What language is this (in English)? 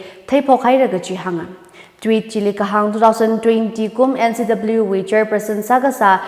Tangkhul Naga (India)